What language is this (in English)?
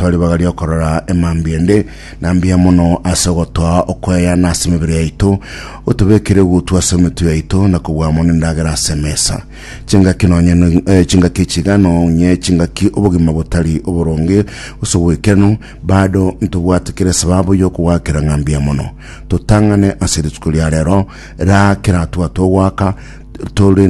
Gusii